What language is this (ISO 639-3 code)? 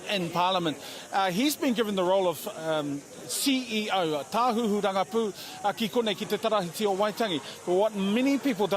mri